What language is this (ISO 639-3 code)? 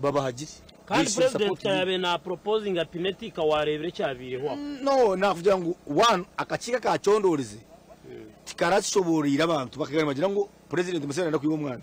nyn